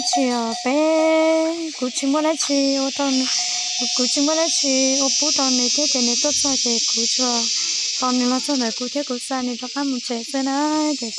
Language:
Hmong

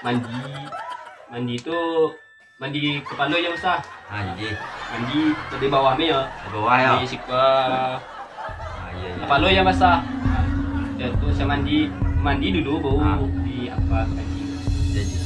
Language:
Minangkabau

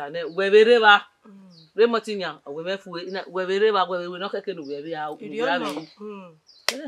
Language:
Bini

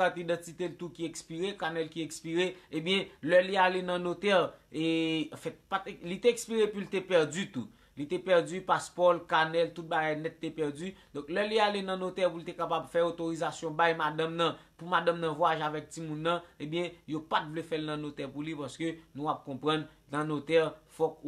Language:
Haitian Creole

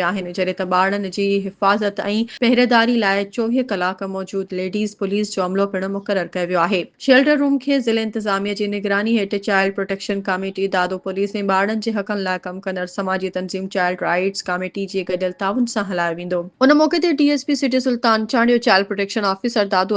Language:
Sindhi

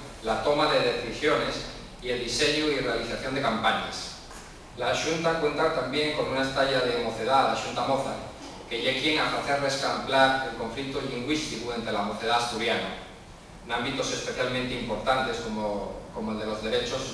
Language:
Asturian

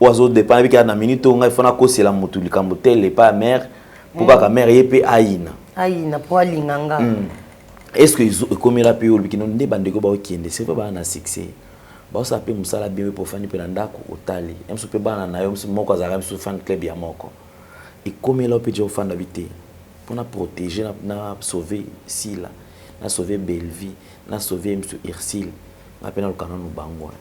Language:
Lingala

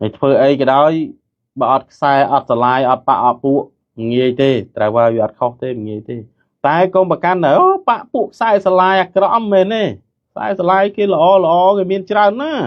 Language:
Khmer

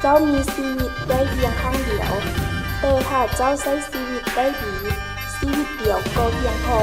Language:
Lao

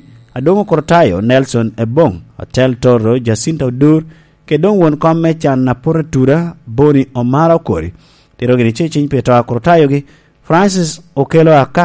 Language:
Lango (Uganda)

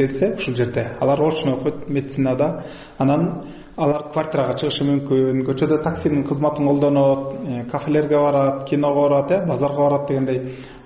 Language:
Kyrgyz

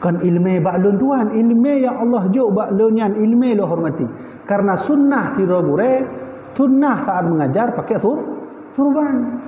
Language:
Achinese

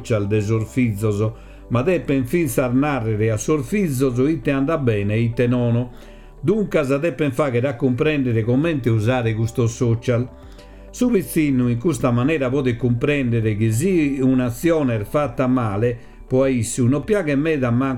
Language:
Sardinian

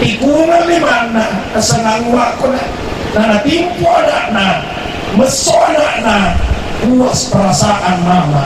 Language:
Buginese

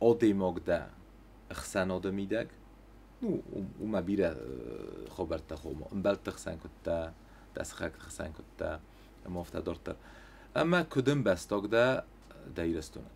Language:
Ossetic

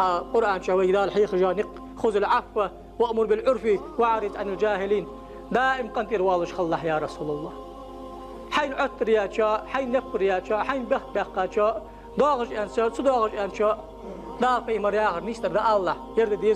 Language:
Ingush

